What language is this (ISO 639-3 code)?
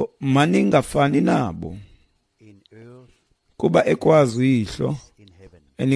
xho